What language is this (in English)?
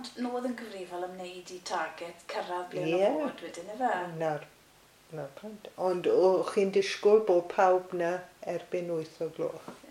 Welsh